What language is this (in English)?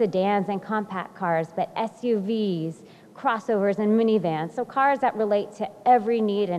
English